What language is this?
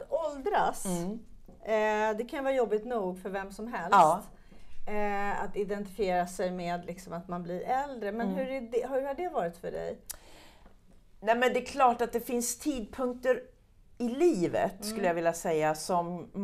Swedish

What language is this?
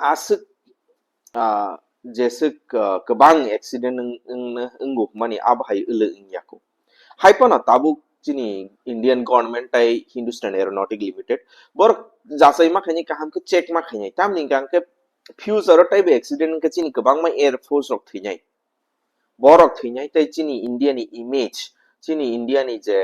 Kok Borok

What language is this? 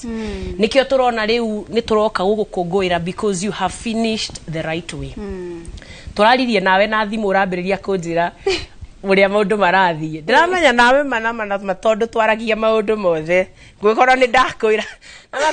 Kikuyu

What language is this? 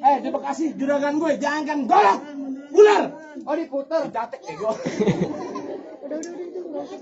Betawi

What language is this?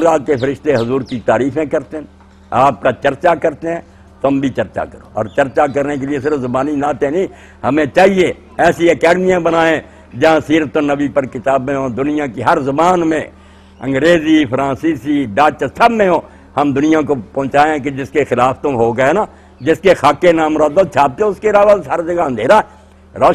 Urdu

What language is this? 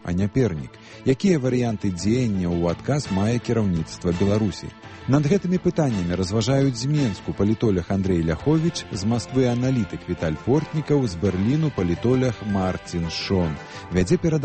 Belarusian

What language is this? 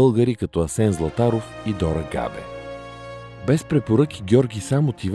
Bulgarian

